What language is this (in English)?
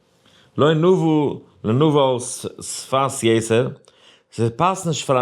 Yiddish